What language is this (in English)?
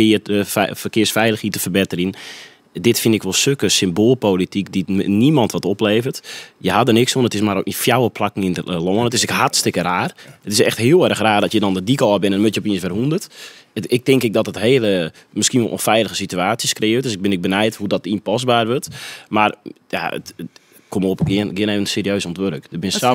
Western Frisian